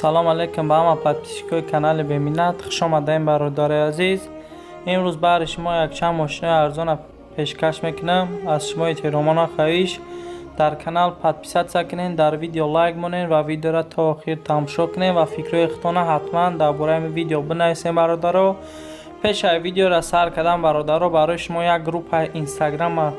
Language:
Tajik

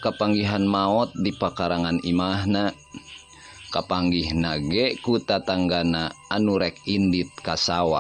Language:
Sundanese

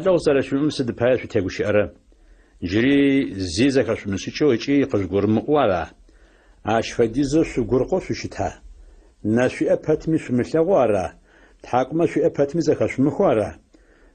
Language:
Adyghe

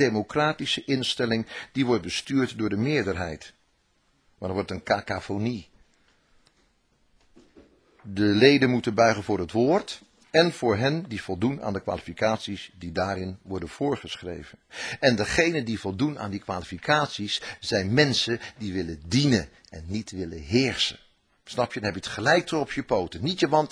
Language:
Dutch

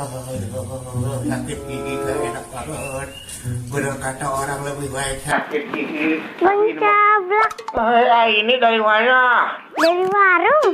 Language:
Betawi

